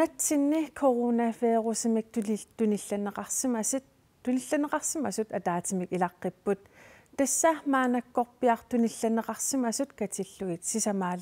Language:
Kalaallisut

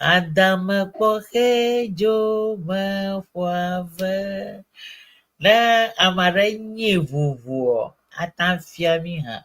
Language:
Ewe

